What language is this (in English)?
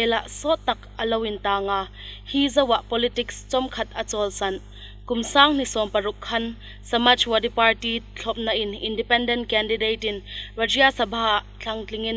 Hmar